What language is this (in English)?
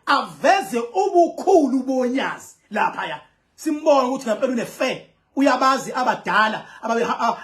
Zulu